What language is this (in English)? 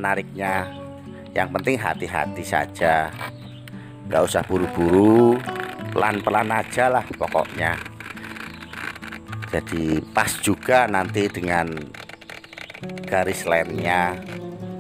Indonesian